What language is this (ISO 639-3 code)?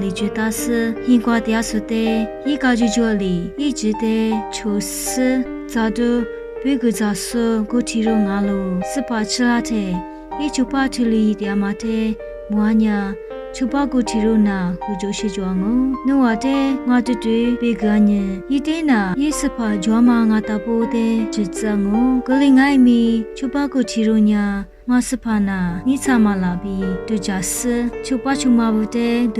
lis